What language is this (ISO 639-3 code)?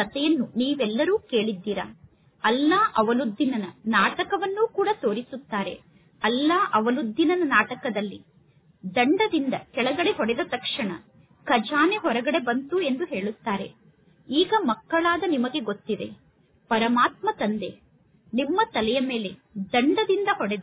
kan